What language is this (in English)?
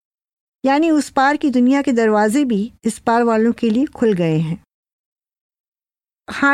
Hindi